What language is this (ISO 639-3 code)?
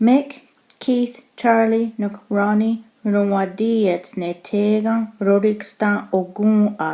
moh